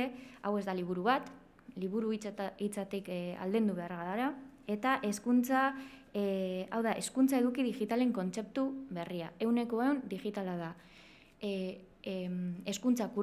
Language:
Basque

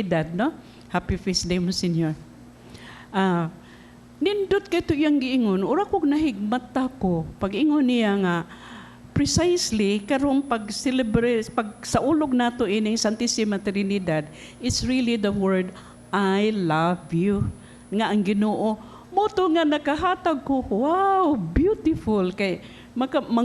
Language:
Cebuano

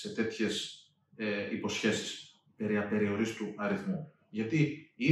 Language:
Greek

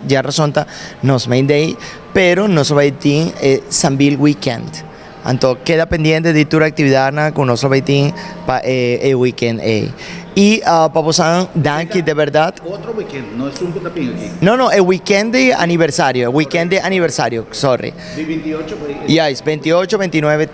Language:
Papiamento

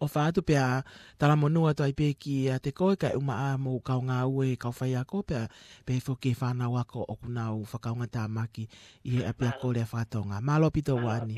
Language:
Tongan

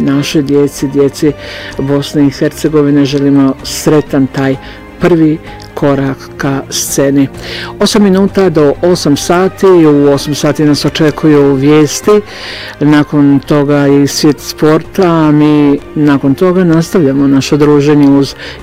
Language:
Bosnian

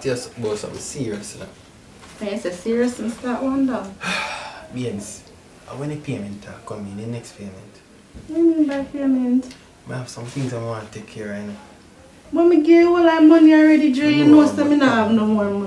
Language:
Jamaican Creole English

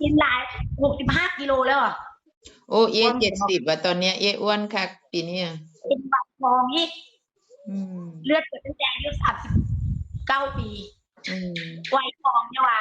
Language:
Northeastern Thai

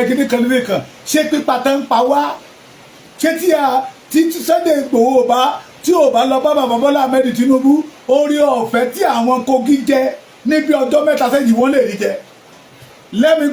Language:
Yoruba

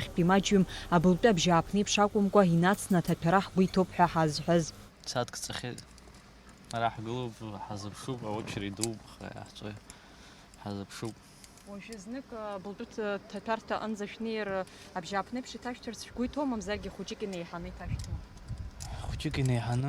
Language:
Abkhazian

